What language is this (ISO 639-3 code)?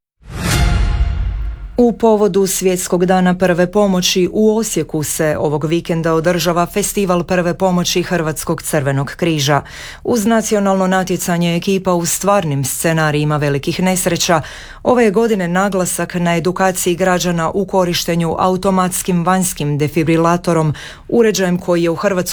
hrv